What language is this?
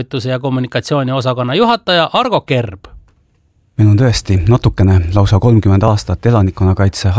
Estonian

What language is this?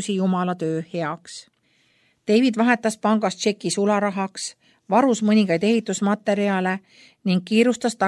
Estonian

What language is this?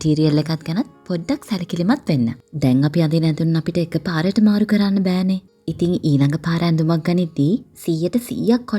Sinhala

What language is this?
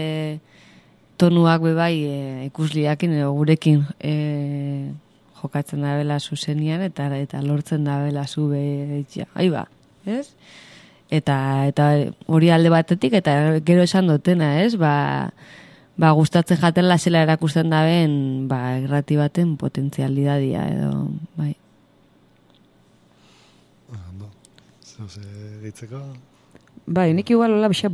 Basque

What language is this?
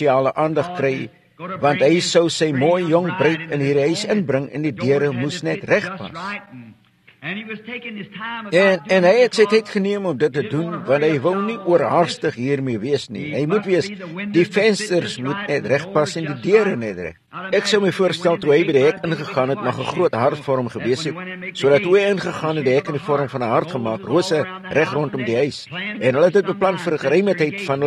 Afrikaans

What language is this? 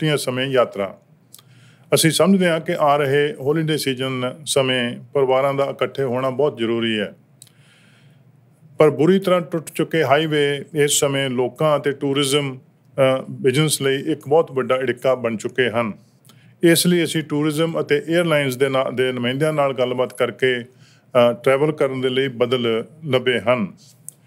Punjabi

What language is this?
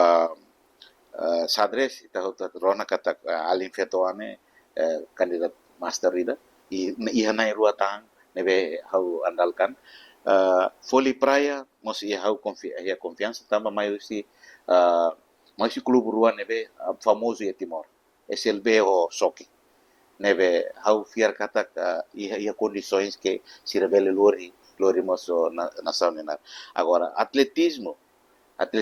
Tetum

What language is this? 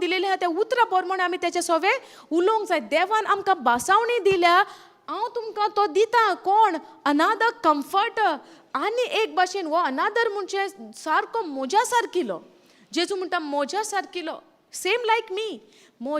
Konkani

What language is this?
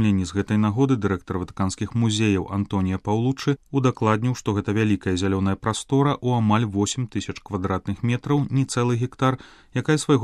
Belarusian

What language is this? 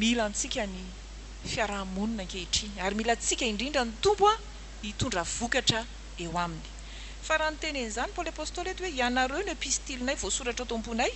Malagasy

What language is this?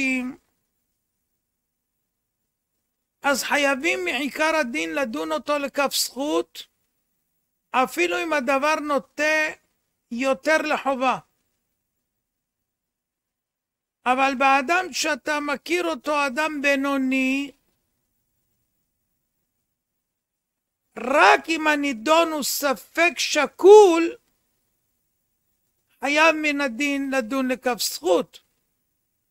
Hebrew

